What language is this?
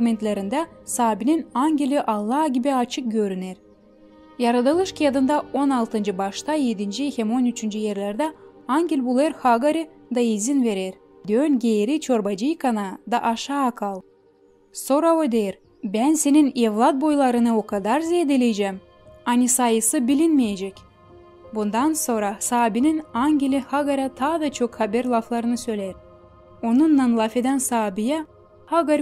Gagauz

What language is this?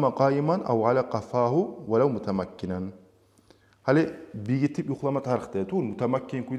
Kumyk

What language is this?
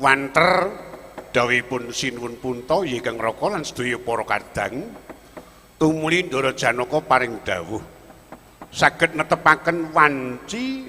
Javanese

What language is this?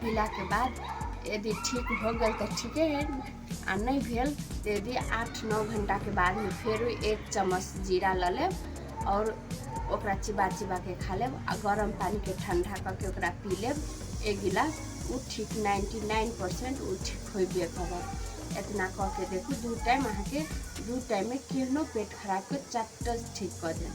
Maithili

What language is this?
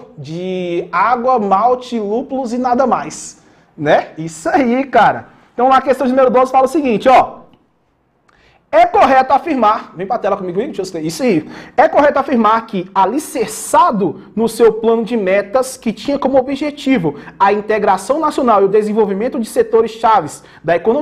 Portuguese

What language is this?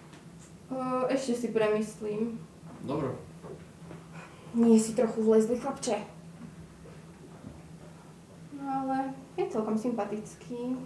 Slovak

